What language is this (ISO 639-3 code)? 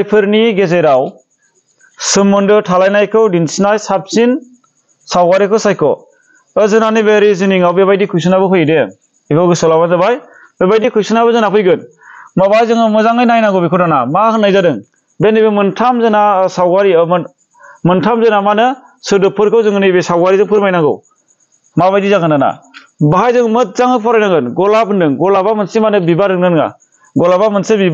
brx